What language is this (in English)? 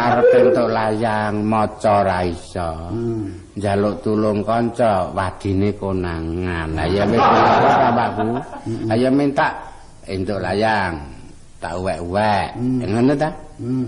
Javanese